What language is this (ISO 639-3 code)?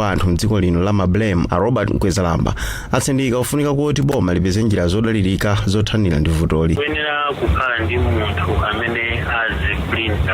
nya